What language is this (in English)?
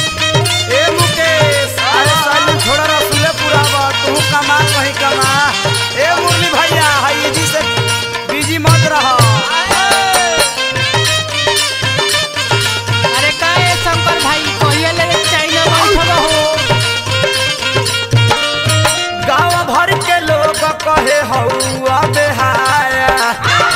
Bhojpuri